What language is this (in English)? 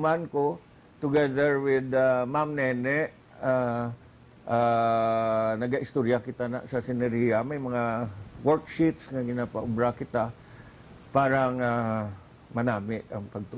Hiligaynon